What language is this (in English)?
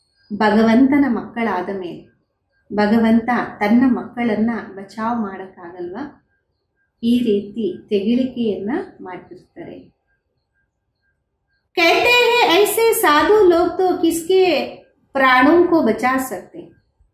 Kannada